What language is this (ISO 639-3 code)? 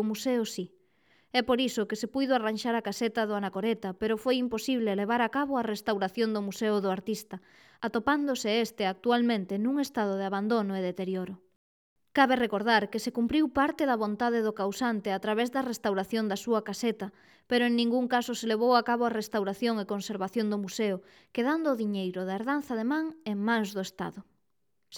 glg